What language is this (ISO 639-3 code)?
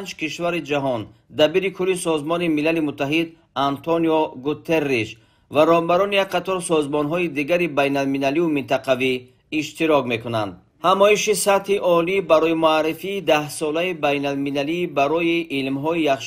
tgk